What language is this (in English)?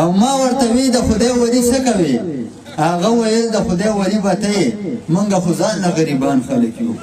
Pashto